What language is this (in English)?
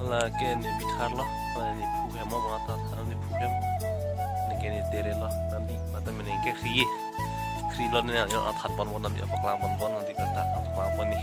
Karbi